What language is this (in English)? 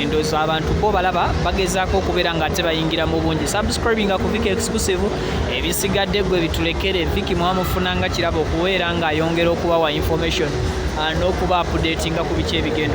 Ganda